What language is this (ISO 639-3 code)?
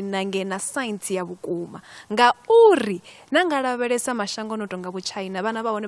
ven